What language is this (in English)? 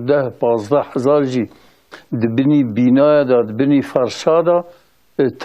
Kurdish